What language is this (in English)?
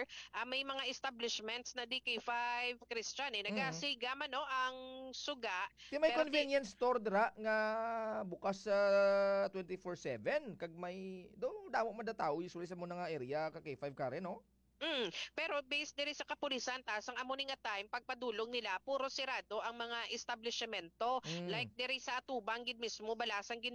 Hiligaynon